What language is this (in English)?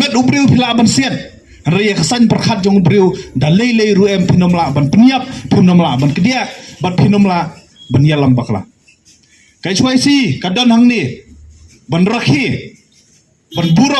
Khasi